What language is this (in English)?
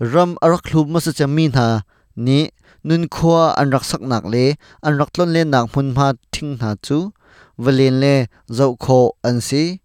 Hakha Chin